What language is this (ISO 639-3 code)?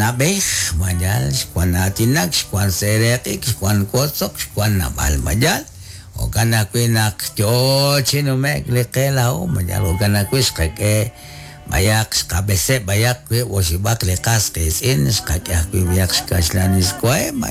kek